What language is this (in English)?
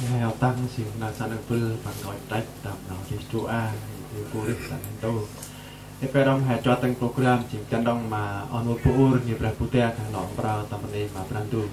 Central Mnong